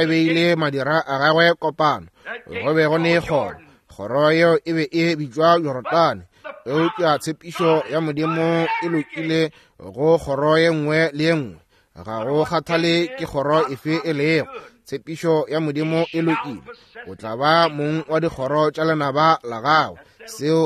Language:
Northern Sotho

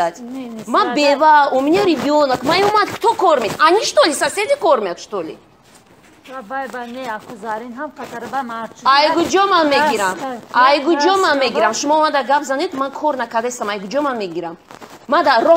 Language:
Tajik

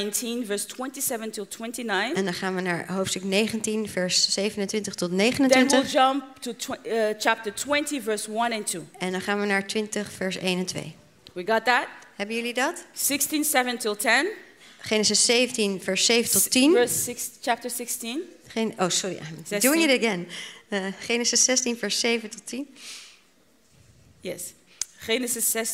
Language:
Dutch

